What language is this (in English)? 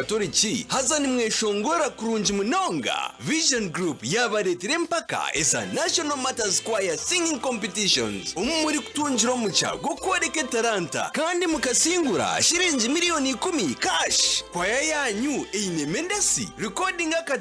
Nyankole